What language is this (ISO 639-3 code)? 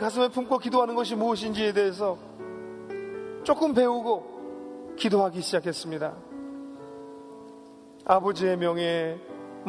kor